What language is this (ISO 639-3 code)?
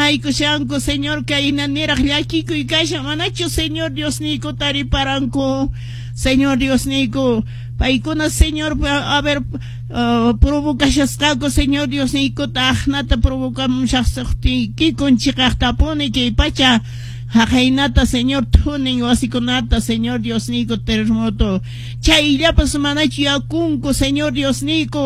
que